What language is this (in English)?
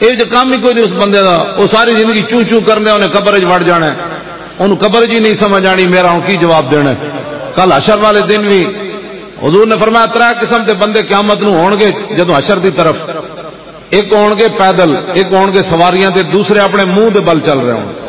Western Panjabi